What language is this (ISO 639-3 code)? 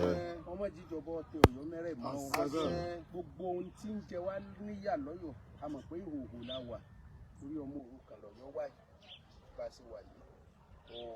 yor